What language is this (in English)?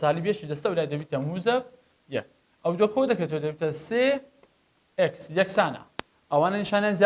Central Kurdish